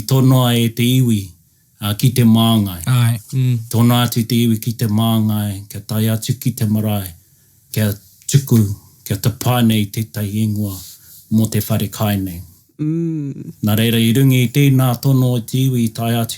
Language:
Māori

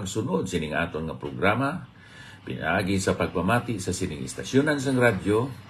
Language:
Hiligaynon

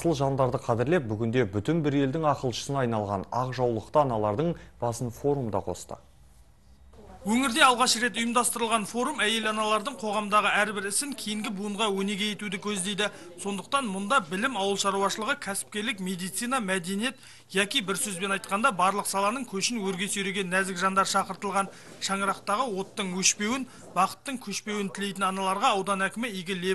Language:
Kazakh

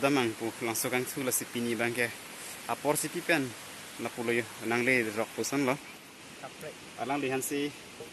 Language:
Karbi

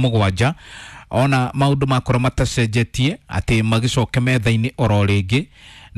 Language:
Kikuyu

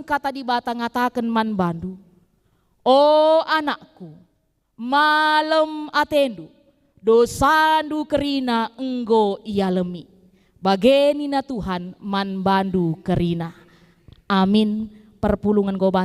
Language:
Batak Karo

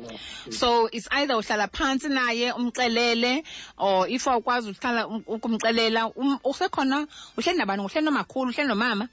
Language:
Xhosa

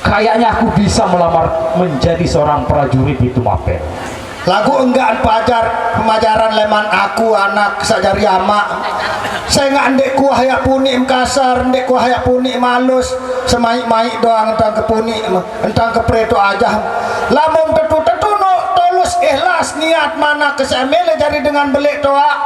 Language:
Sasak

